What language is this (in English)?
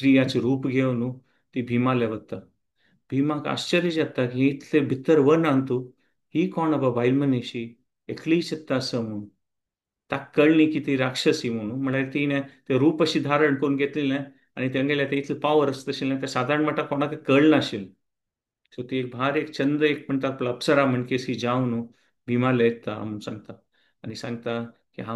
Konkani